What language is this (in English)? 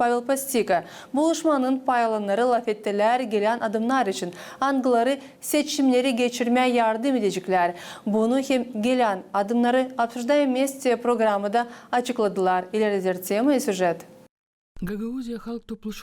Gagauz